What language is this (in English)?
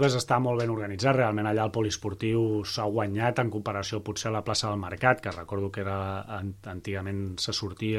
Catalan